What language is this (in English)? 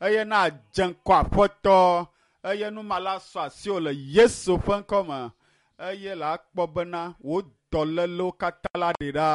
Ewe